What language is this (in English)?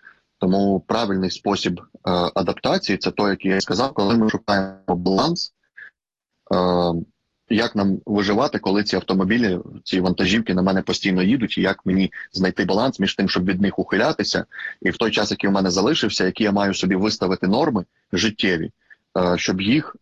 Ukrainian